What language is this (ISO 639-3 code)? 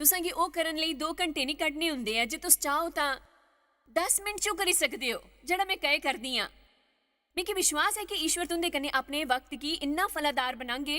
doi